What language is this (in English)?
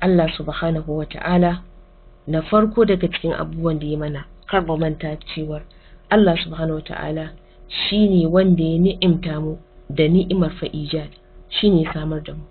Hausa